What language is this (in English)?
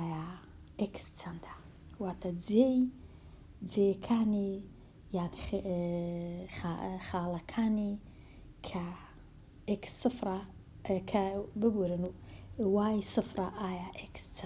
Central Kurdish